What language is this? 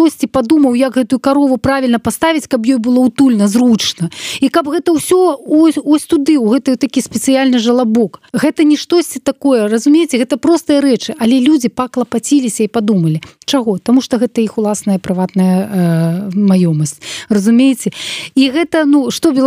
Belarusian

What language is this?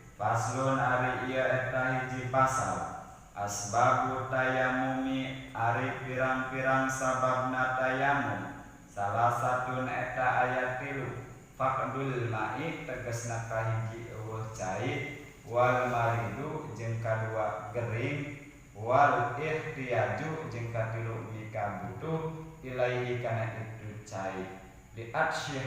Sundanese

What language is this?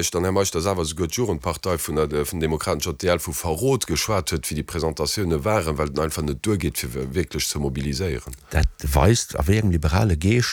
Luxembourgish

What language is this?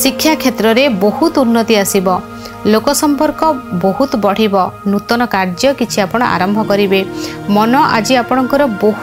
Odia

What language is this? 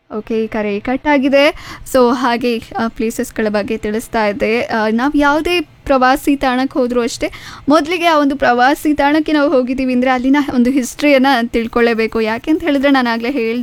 Kannada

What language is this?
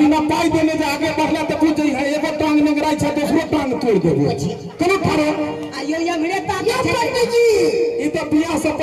Maithili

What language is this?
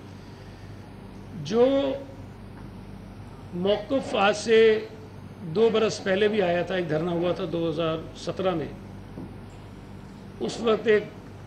Urdu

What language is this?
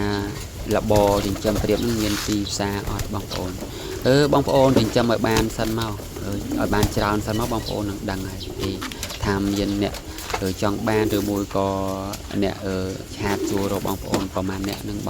Khmer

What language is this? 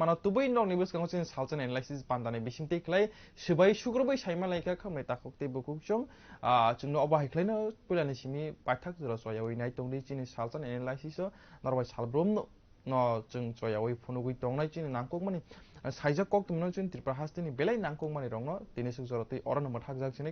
Kok Borok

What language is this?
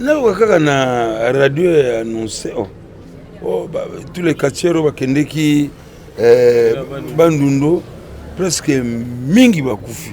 Lingala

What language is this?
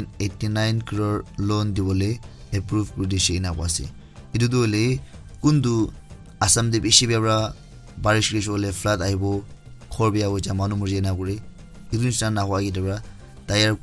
Naga Pidgin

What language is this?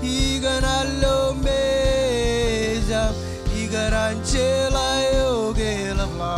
Marshallese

